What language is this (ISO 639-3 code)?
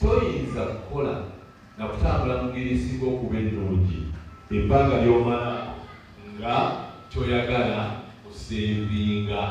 lug